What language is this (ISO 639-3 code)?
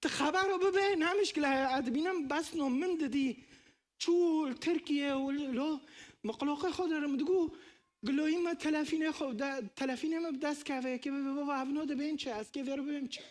kur